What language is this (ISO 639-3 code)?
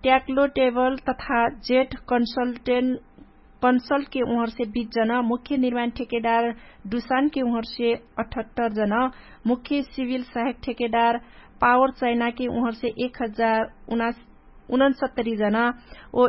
thl